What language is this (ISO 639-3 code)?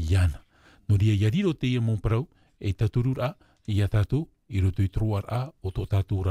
tah